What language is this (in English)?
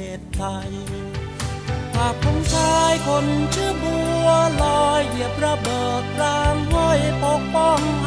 Thai